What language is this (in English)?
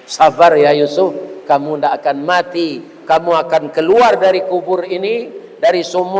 Minangkabau